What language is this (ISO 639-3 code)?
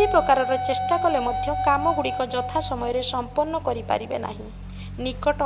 ori